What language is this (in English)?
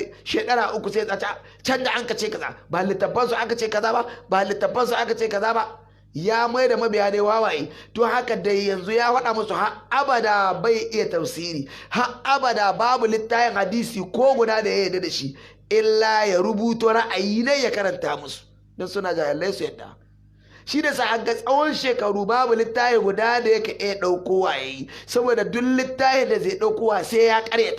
Hausa